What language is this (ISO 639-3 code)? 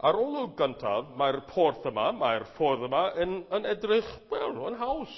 cym